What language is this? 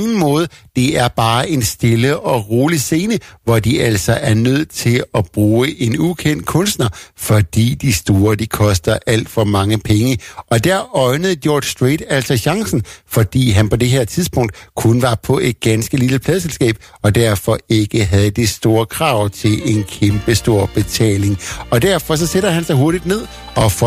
Danish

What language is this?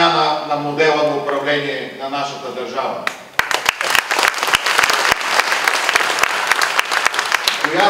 Bulgarian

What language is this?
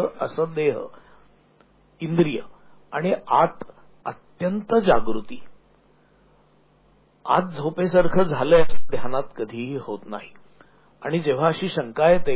Marathi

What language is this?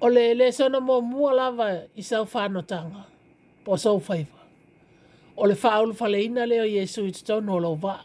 Samoan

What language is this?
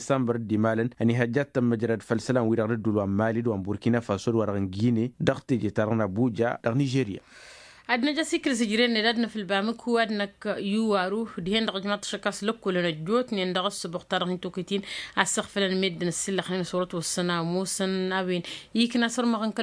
Tamasheq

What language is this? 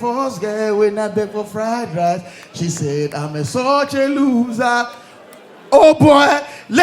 Nigerian Pidgin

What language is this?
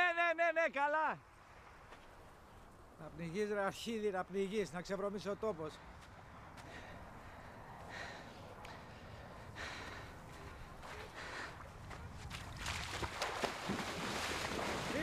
Greek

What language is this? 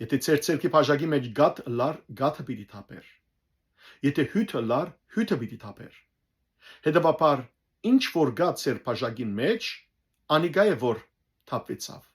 Western Armenian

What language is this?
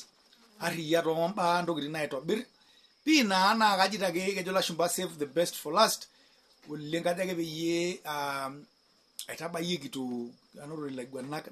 Masai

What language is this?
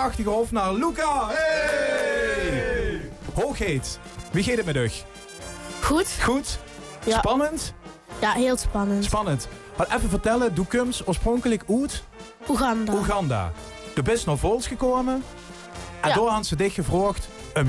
Limburgish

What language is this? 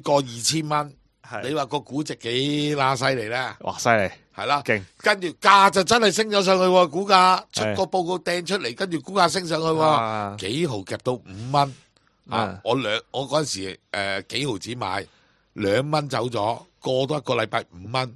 Cantonese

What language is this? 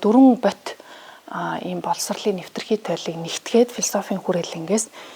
Mongolian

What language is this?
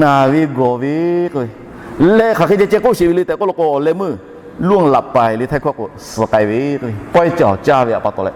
Lahu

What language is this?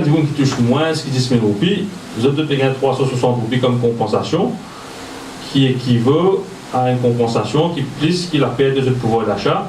Morisyen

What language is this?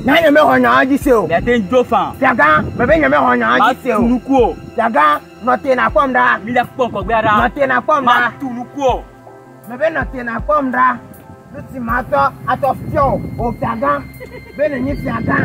Ewe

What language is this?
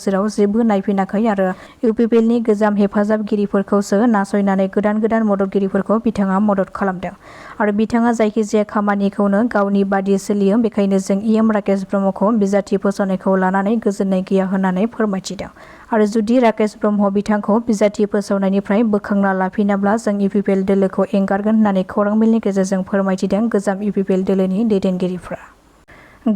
Bodo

